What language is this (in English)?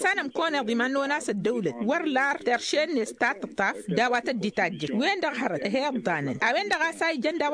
Tamasheq